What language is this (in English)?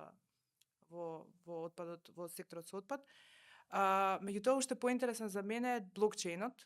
Macedonian